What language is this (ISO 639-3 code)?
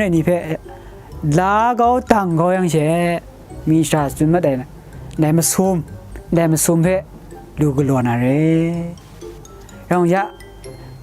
kac